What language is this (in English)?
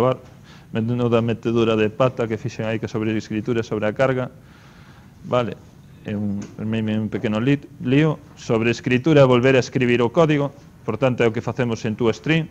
Galician